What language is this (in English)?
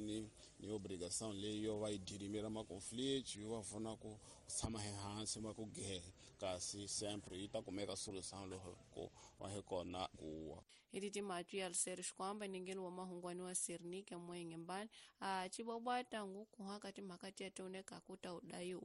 Tsonga